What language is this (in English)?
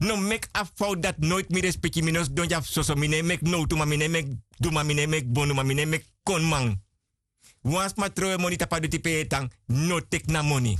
Sranan Tongo